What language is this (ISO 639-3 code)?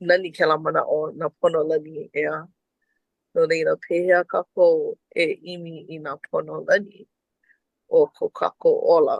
haw